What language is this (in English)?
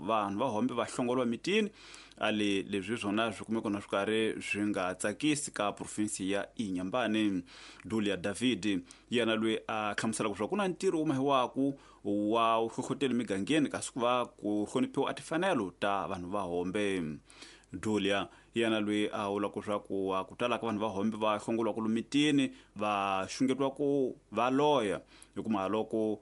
Tsonga